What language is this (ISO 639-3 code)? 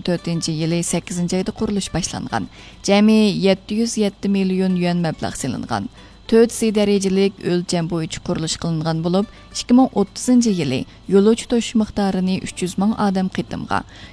uig